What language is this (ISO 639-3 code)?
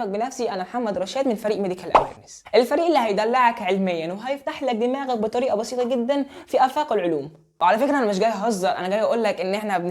arz